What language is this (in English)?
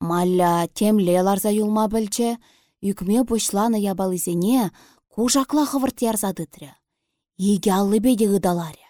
Chuvash